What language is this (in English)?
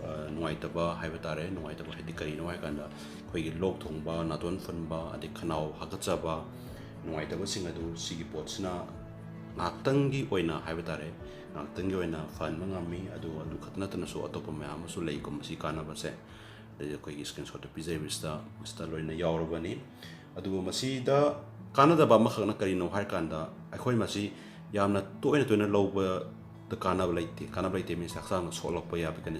Manipuri